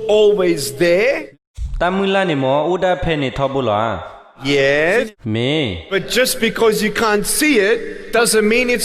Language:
S'gaw Karen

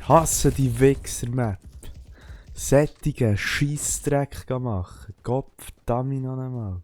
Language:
Swiss German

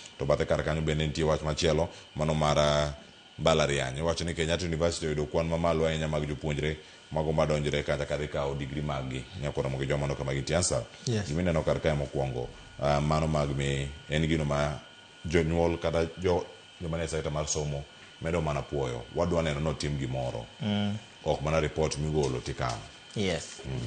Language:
Luo (Kenya and Tanzania)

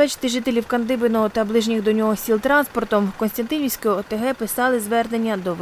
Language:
Ukrainian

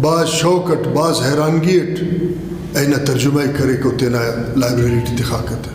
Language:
Brahui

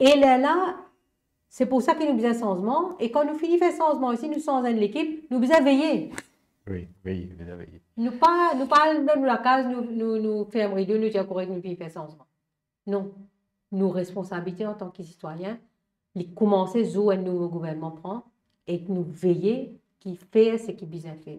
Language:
Morisyen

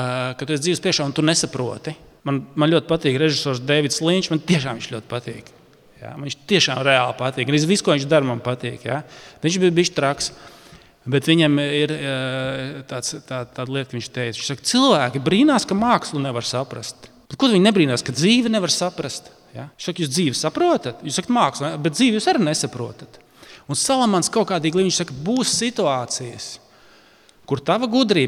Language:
Latvian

